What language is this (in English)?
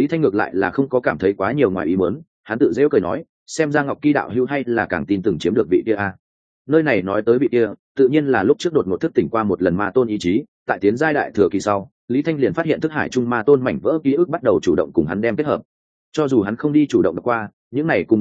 Vietnamese